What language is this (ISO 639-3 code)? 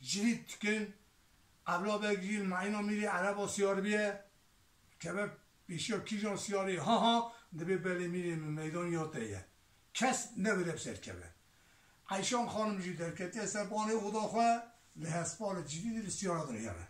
kur